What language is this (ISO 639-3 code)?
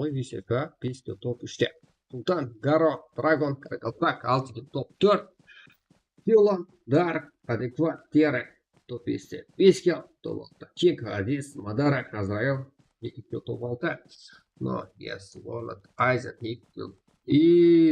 kaa